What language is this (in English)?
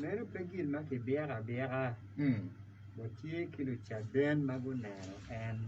Acoli